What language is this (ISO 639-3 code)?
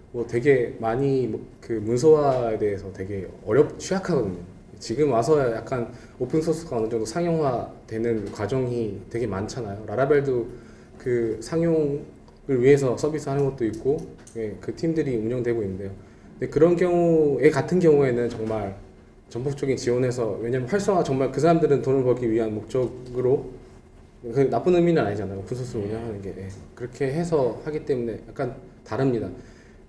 kor